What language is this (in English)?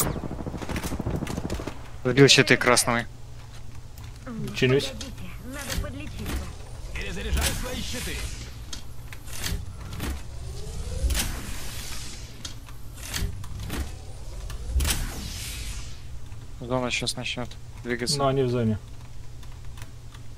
Russian